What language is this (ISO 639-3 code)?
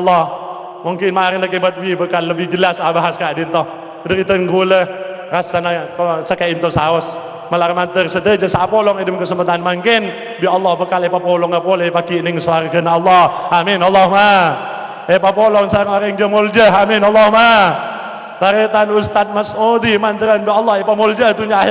mad